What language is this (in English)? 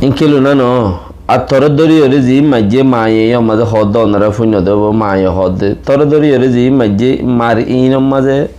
Rohingya